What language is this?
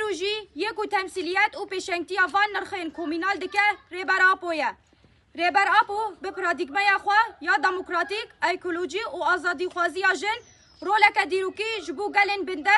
Kurdish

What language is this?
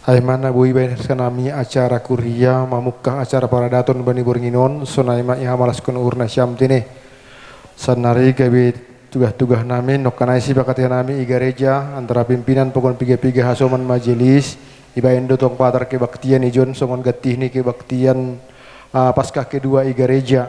Batak Simalungun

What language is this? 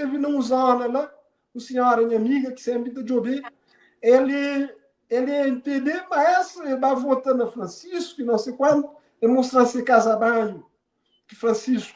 Kabuverdianu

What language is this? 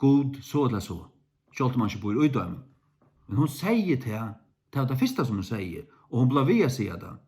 Faroese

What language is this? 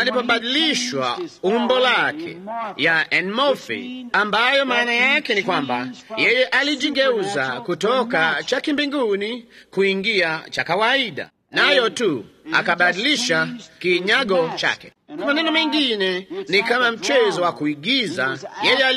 Swahili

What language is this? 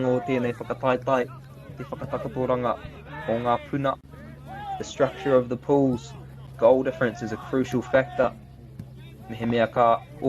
Māori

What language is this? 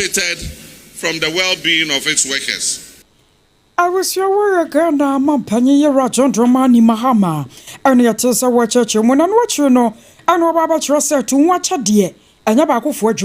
Akan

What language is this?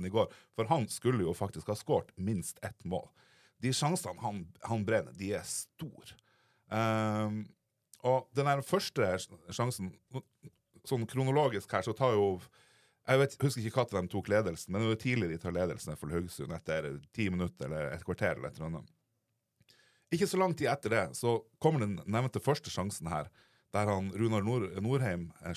Norwegian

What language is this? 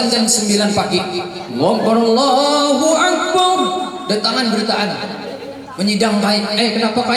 Banjar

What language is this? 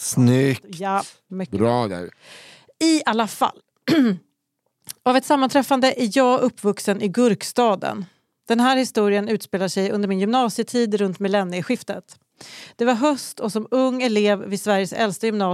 Swedish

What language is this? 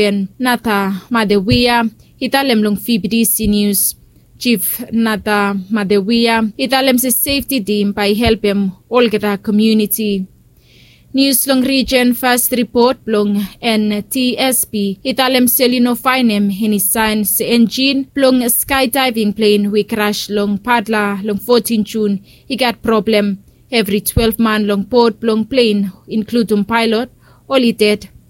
Bislama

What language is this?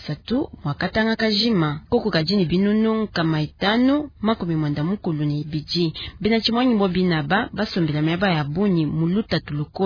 Luba-Lulua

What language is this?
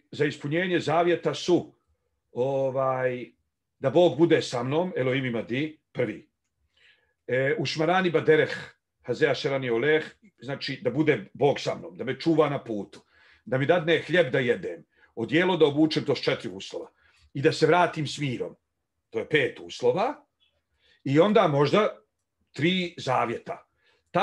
Bosnian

